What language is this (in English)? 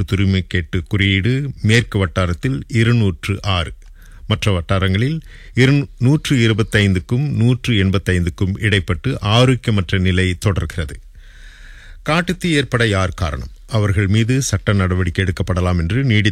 Tamil